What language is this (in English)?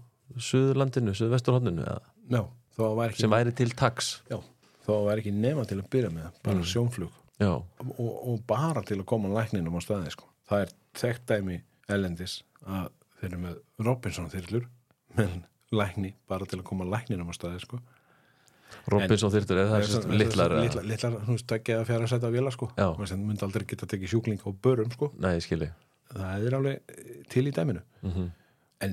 Icelandic